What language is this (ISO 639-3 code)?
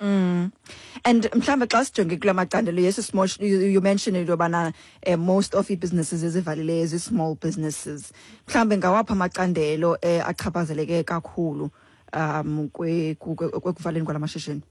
xho